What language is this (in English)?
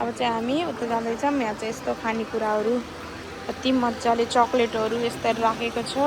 Nepali